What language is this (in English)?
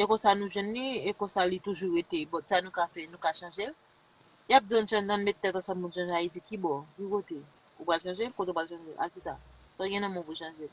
Haitian Creole